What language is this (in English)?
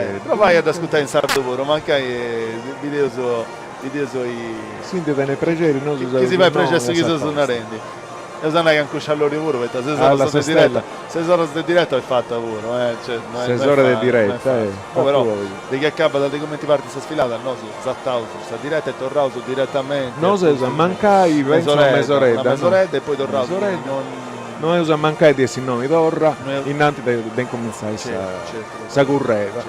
Sardinian